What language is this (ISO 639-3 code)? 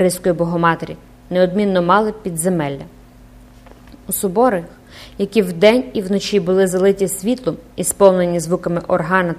ukr